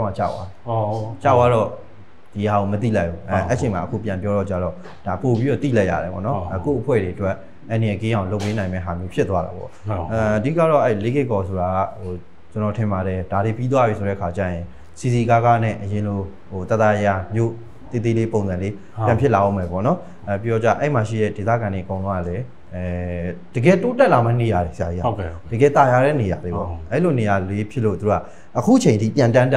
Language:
Burmese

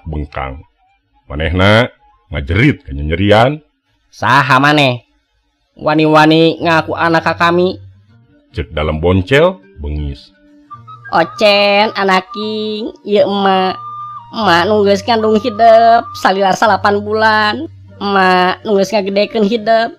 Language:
Sundanese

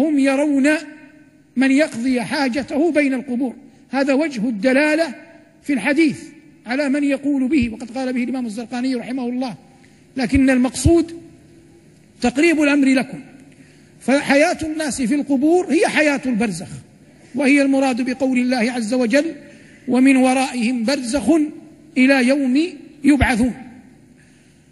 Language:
Arabic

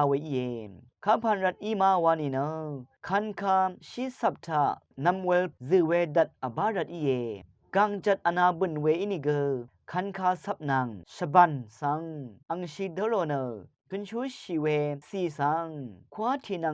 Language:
Rawang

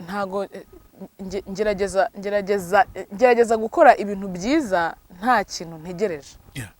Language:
Kinyarwanda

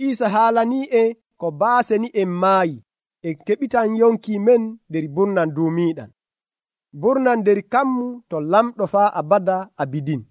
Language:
Nigerian Fulfulde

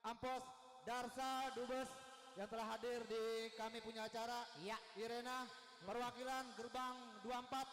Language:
Betawi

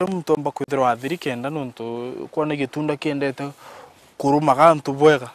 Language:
Meru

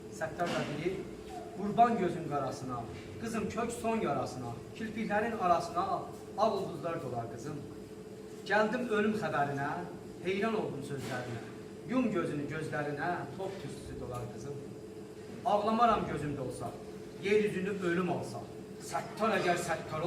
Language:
South Azerbaijani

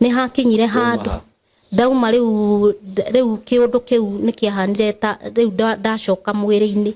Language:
Kikuyu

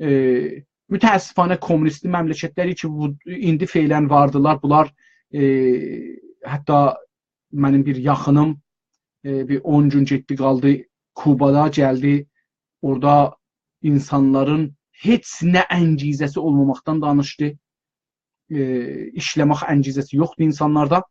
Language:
South Azerbaijani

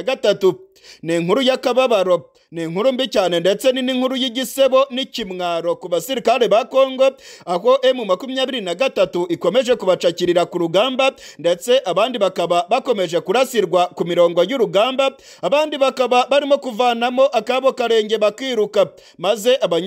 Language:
Kinyarwanda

